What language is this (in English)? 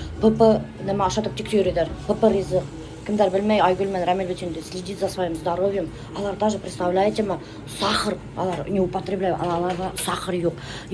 Bashkir